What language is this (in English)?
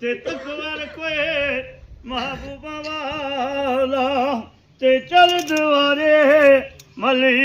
Pahari-Potwari